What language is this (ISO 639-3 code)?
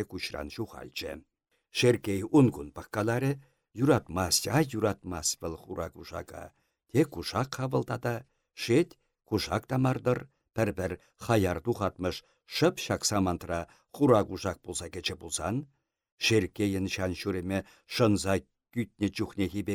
chv